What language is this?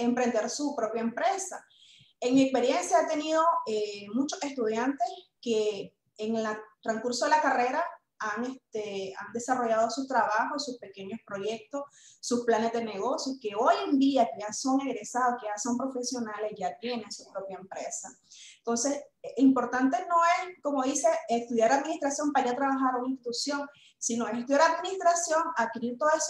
Spanish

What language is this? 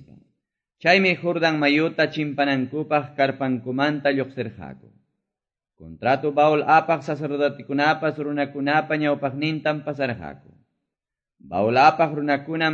Quechua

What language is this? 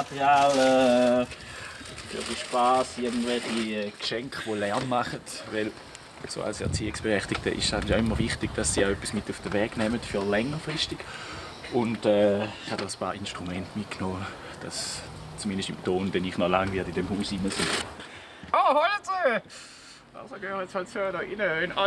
Swiss German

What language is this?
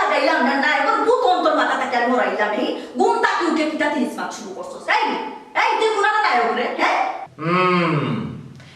Sylheti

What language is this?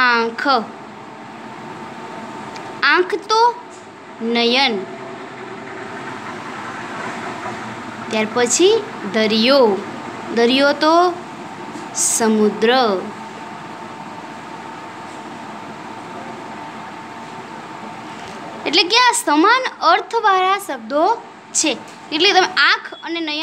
Gujarati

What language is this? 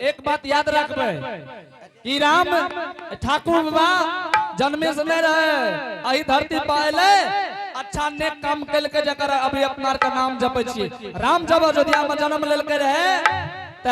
Angika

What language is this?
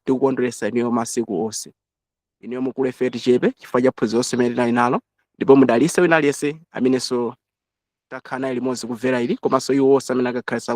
Nyanja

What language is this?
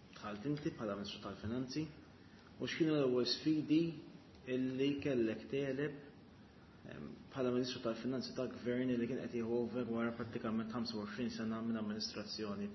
Maltese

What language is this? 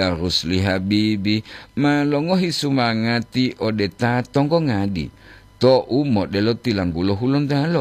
Gorontalo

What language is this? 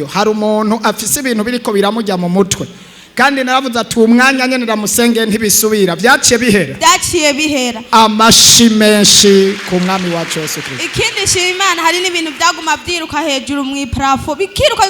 Rundi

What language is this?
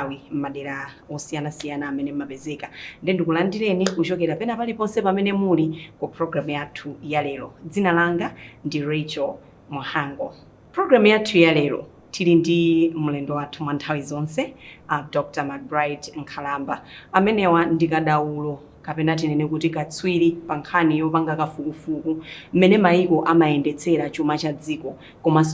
Nyanja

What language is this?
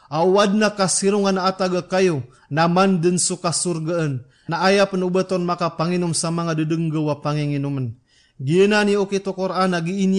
Maranao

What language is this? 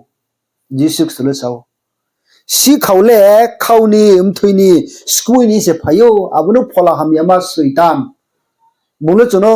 Riang (India)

